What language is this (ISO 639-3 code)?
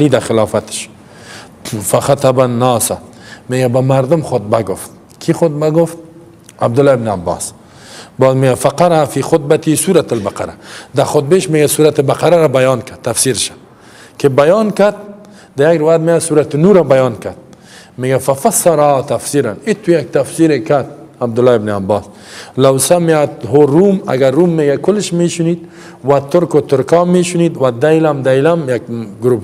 fas